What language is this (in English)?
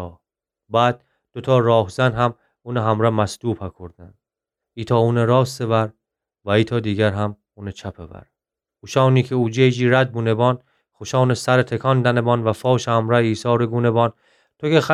Gilaki